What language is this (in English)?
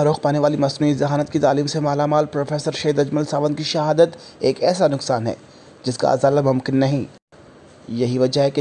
Urdu